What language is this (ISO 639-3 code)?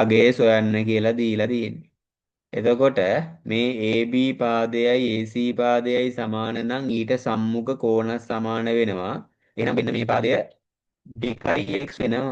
sin